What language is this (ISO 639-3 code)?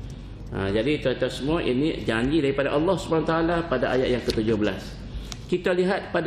msa